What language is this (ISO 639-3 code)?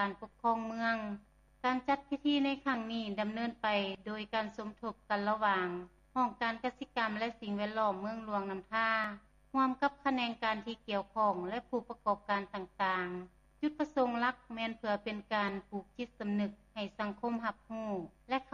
lao